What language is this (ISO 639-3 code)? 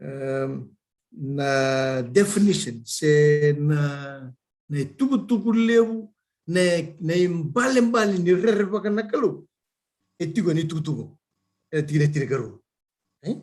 fij